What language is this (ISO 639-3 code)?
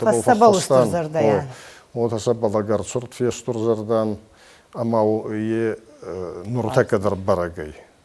oss